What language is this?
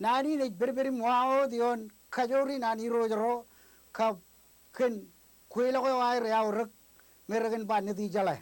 Marshallese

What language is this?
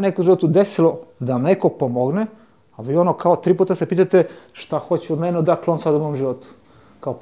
Serbian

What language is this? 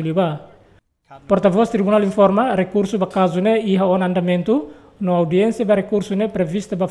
Tetum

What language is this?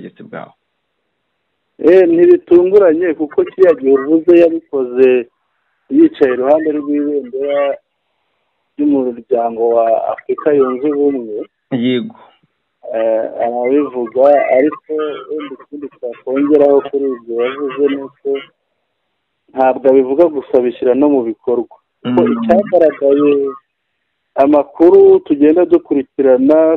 Kinyarwanda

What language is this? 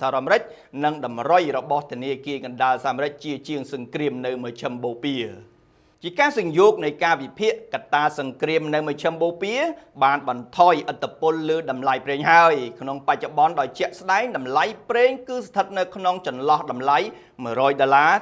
Khmer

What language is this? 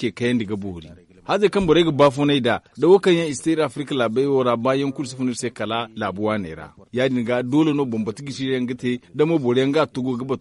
Zarma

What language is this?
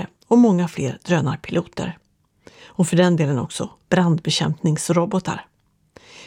Swedish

